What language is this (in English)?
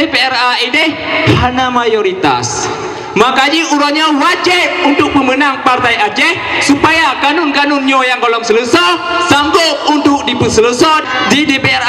Achinese